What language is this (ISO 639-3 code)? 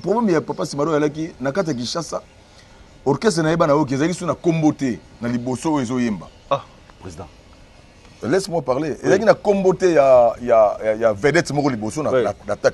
lin